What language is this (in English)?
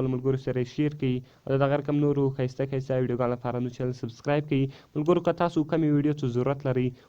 Pashto